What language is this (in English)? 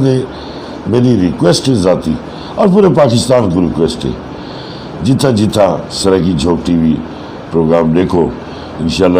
Saraiki